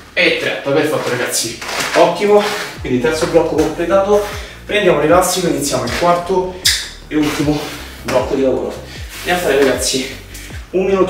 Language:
Italian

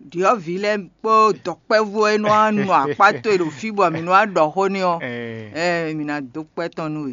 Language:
Fon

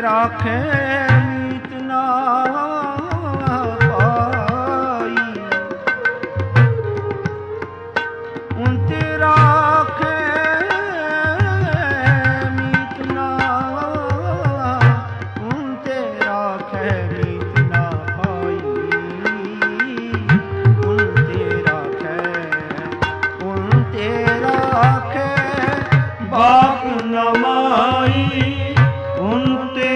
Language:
Punjabi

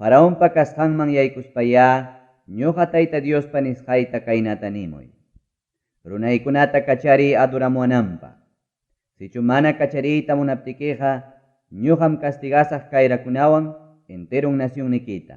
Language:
Ayacucho Quechua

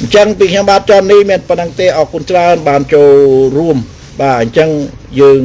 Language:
Khmer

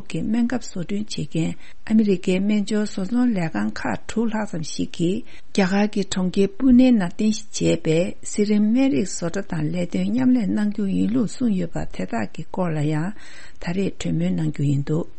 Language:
Tibetan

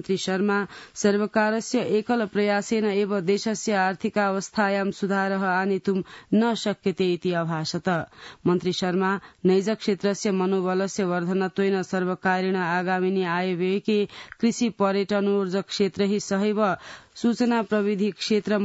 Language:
Sanskrit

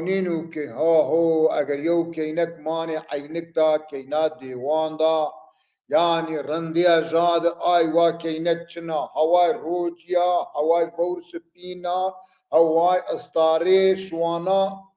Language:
Zaza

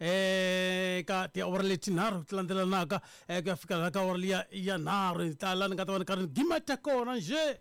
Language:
Tsonga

